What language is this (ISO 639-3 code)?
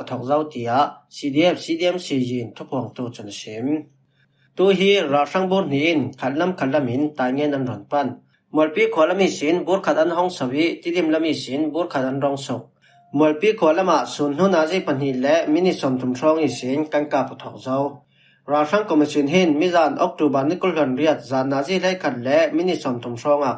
cfm